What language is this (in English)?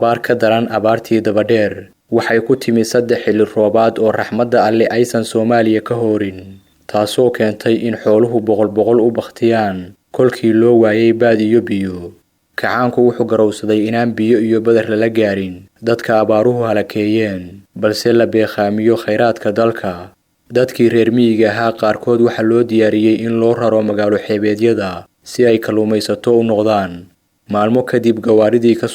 Somali